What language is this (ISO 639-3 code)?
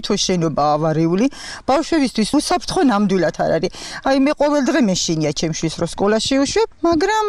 kat